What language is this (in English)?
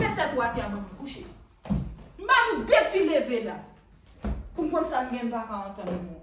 Haitian Creole